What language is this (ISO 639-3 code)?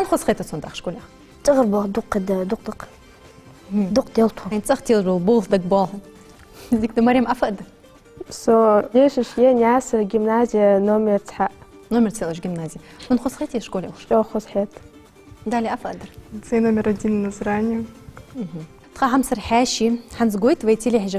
inh